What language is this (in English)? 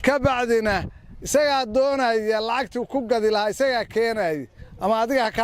Somali